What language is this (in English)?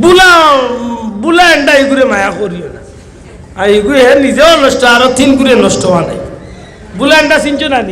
Sylheti